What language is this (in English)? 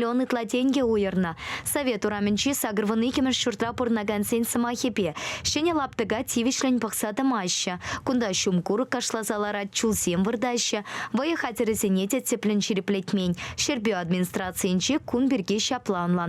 Chuvash